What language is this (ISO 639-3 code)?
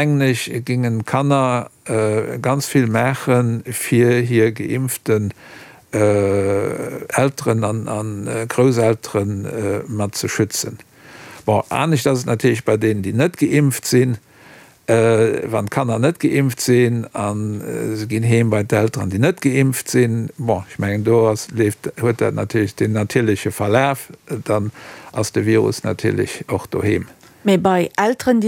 ltz